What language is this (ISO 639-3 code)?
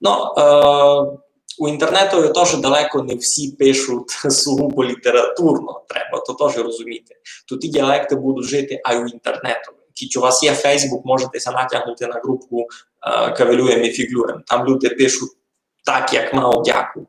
rue